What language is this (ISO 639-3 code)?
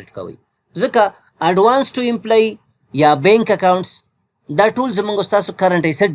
pus